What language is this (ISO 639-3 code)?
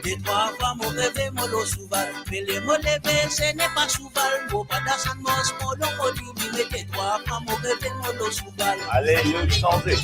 mfe